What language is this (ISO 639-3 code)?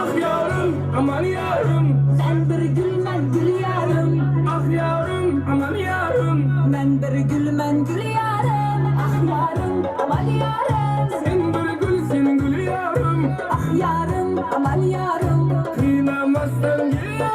kaa